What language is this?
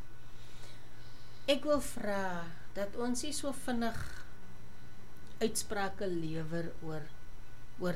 Afrikaans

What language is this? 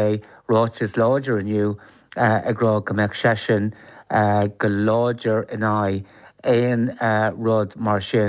Irish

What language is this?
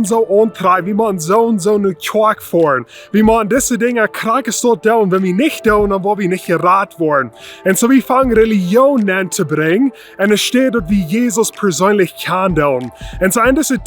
Plautdietsch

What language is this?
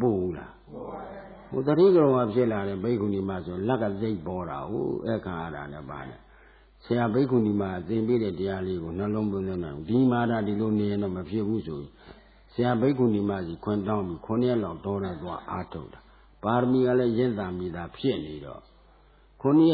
Burmese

